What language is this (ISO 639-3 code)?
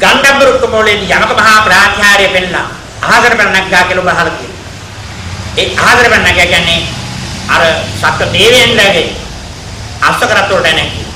sin